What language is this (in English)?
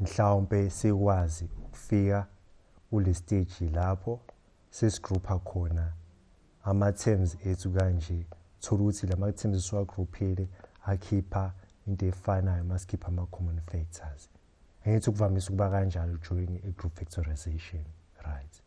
Zulu